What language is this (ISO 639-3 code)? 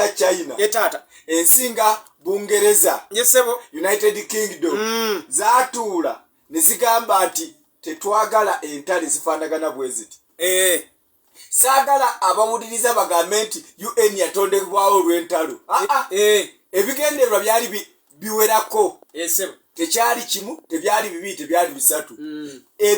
lug